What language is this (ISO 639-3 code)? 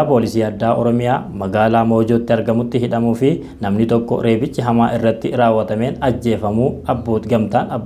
orm